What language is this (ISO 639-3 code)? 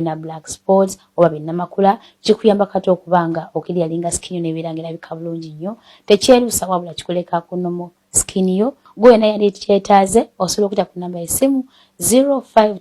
lug